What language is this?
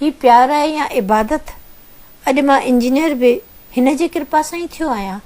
Sindhi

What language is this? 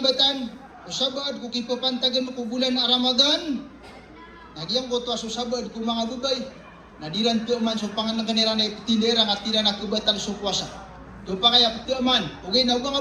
Maranao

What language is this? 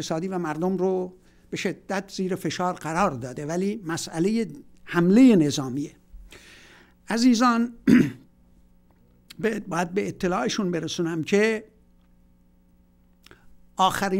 Persian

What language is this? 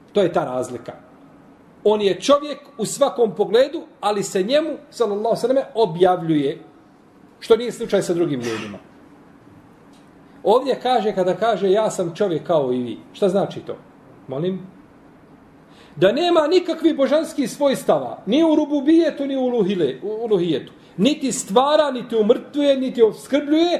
Bosnian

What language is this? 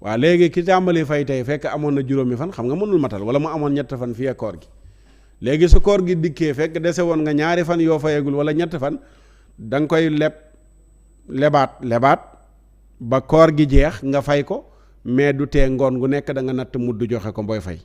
Wolof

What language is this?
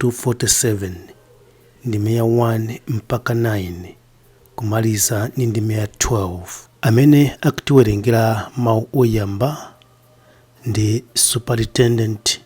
Nyanja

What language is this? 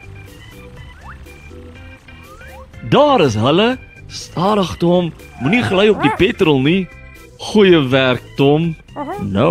Afrikaans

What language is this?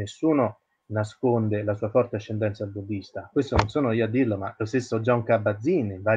Italian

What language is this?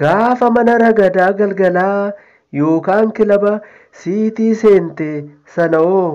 Oromo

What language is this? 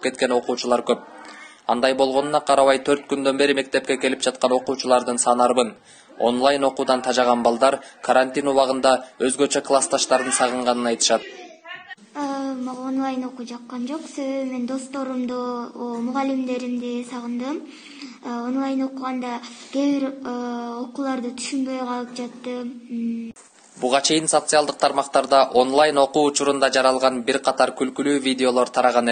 Kyrgyz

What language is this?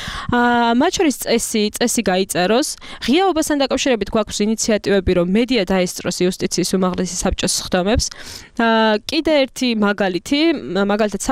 Georgian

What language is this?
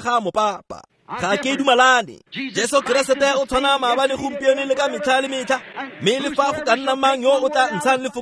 Tswana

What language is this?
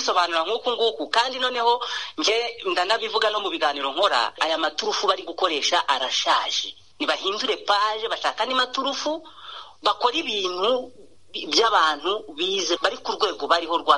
Kinyarwanda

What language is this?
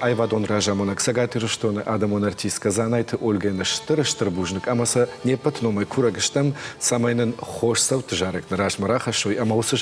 Ossetic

